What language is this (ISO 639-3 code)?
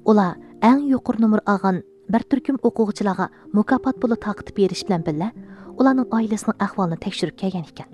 uig